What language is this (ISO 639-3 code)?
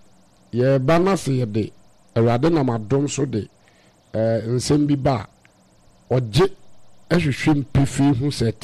aka